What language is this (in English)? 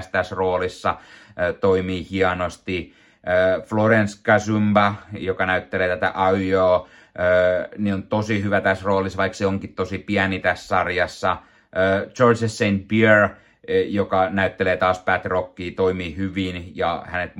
Finnish